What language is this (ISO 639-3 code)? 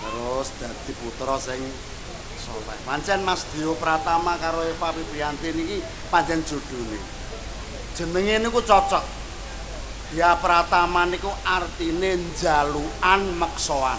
jav